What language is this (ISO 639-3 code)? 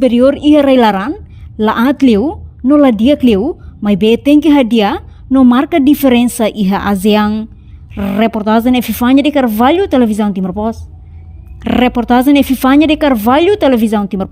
tet